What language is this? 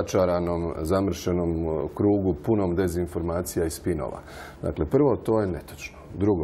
Croatian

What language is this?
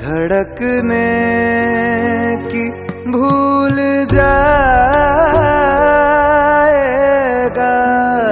Hindi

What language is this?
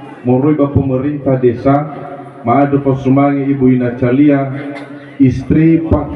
Nias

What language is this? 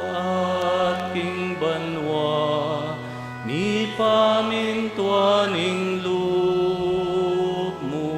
Pampanga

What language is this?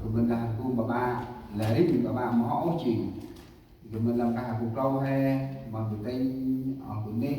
Central Mnong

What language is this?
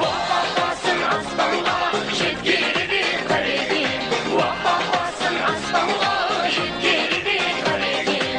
Kara-Kalpak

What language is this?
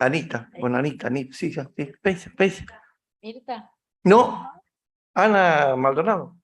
Guarani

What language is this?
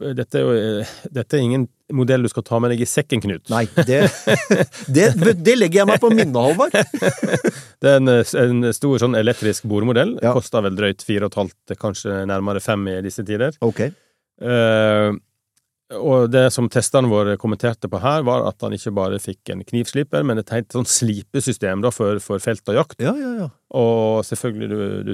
Norwegian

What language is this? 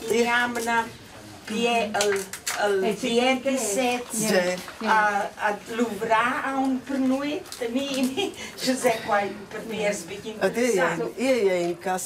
Romansh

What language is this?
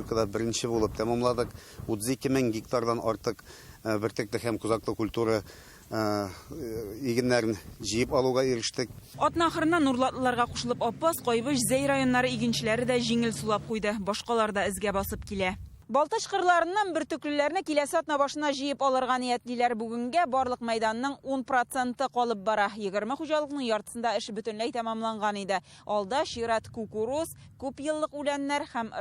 Tatar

